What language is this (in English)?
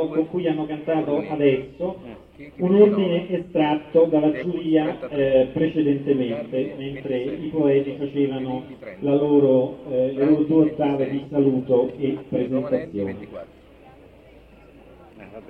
Italian